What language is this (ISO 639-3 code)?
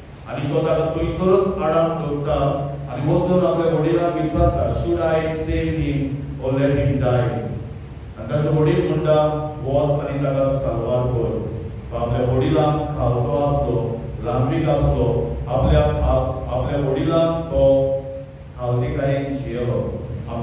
kok